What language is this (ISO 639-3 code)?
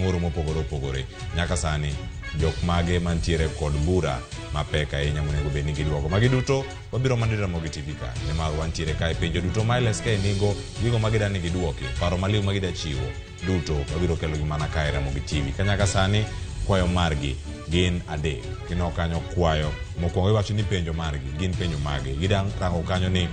luo